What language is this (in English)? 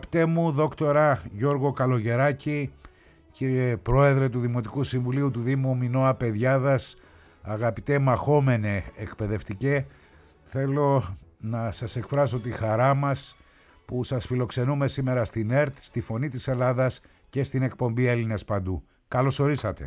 Greek